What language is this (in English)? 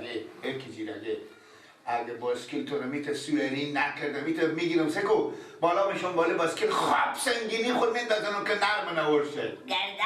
Persian